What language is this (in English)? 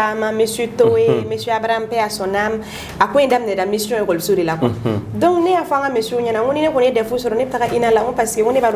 Bambara